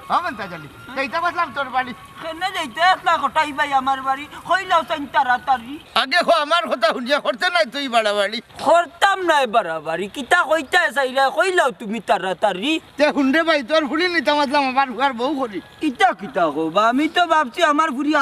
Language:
Sylheti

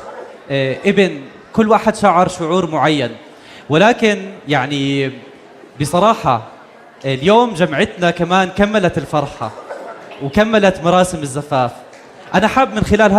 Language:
North Levantine Arabic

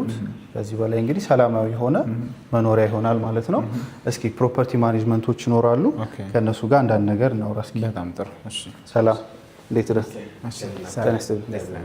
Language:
Amharic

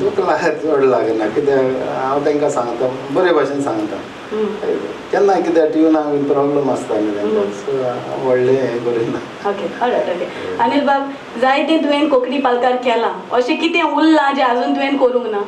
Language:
Konkani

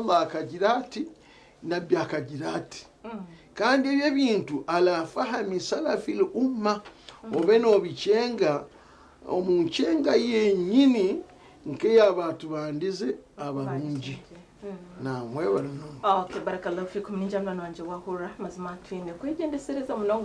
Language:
Nyankole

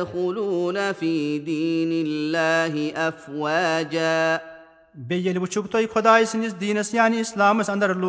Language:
Kashmiri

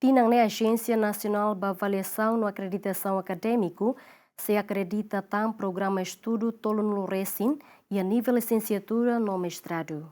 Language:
Tetum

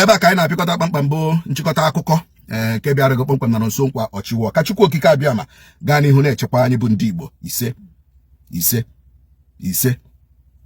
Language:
Igbo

